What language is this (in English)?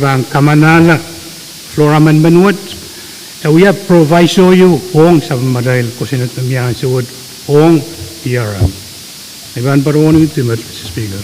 Pohnpeian